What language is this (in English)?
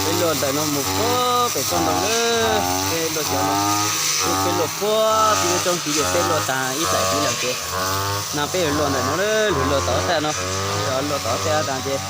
Hmong